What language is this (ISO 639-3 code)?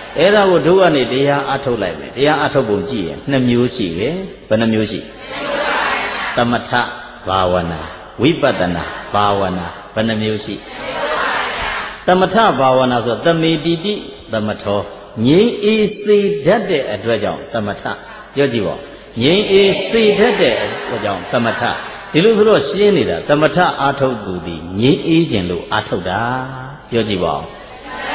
mya